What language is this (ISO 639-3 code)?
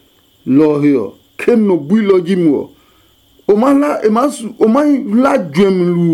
ada